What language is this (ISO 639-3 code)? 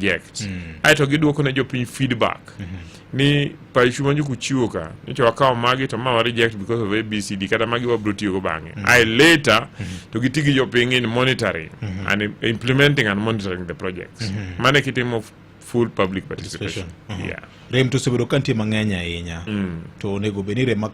luo